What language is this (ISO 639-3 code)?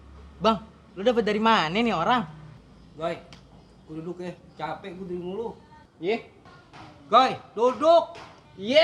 bew